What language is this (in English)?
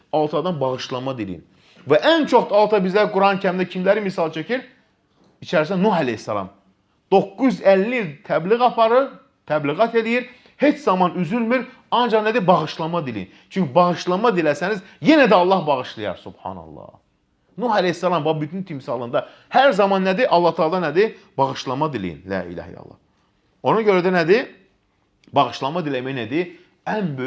Azerbaijani